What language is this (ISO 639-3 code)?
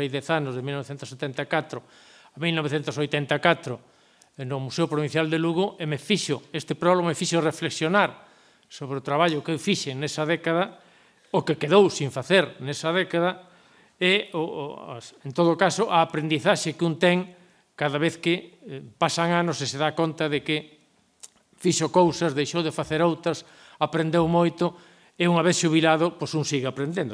glg